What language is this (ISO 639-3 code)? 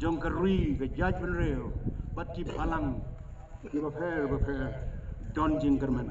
kha